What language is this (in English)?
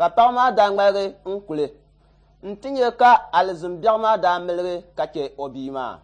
Dagbani